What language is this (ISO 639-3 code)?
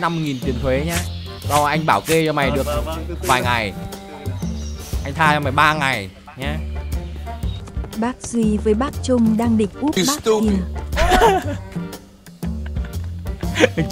vie